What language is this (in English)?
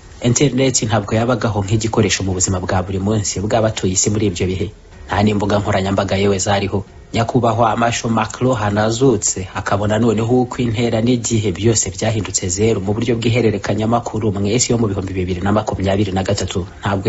Kinyarwanda